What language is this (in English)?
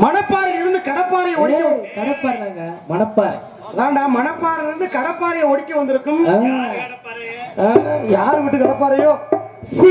Tamil